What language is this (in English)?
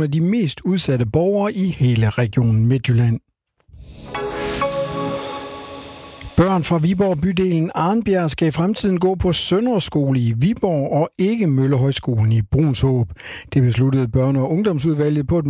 Danish